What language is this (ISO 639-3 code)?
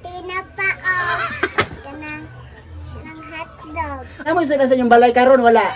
ceb